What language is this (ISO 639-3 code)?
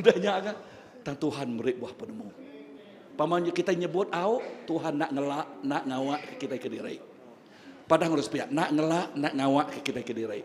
iba